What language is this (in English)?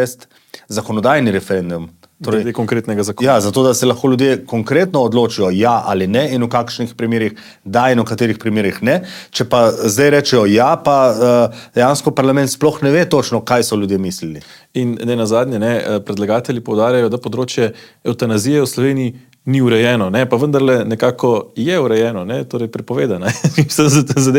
Slovenian